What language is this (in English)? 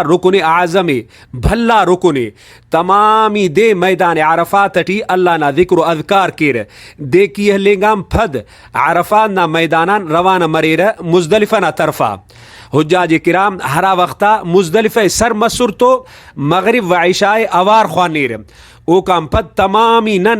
Brahui